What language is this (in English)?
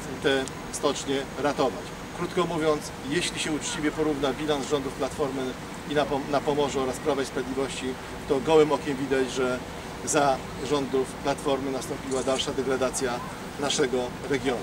Polish